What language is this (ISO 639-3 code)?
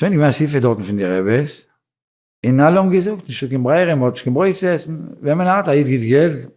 yid